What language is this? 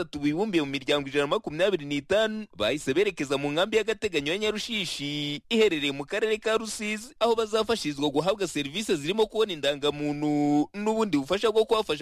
Kinyarwanda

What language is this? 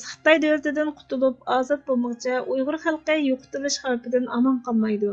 Uyghur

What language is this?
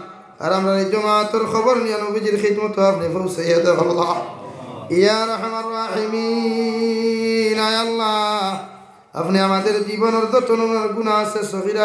Sylheti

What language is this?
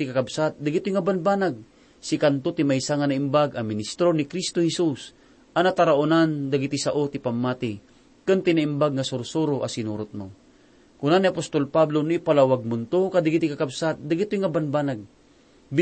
Iloko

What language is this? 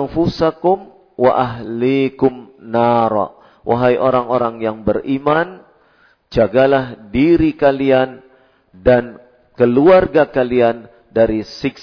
Indonesian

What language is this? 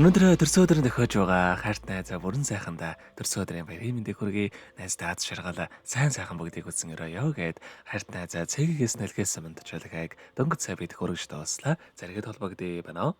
Mongolian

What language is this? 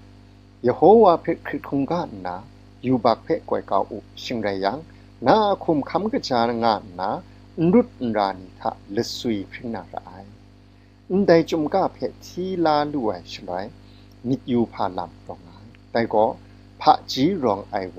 Kachin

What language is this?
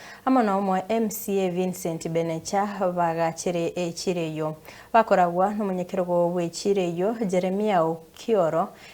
Gusii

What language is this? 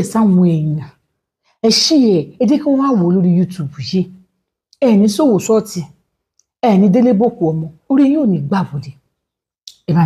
Yoruba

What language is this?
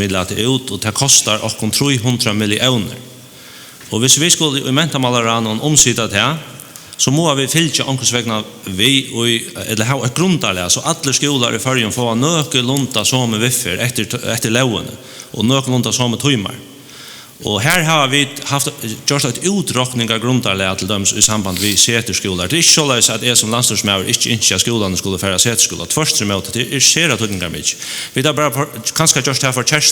Faroese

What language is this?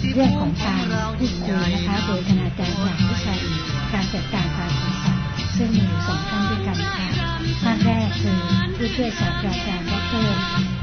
Thai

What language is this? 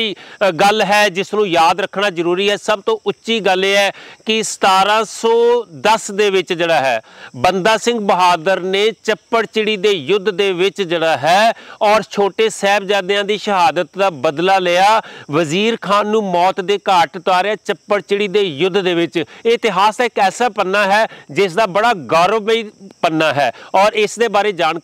Punjabi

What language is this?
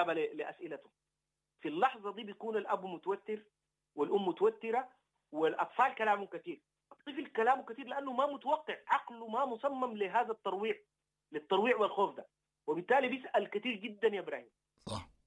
Sudanese Arabic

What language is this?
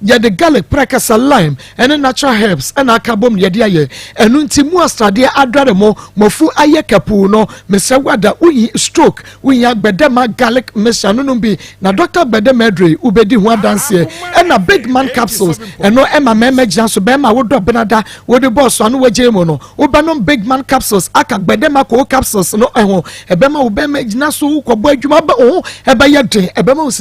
Akan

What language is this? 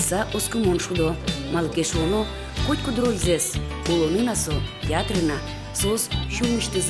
Udmurt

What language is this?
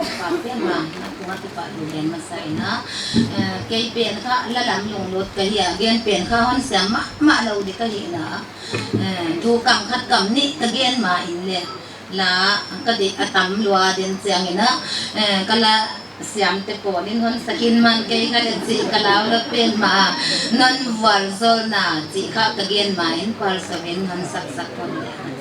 Paite Chin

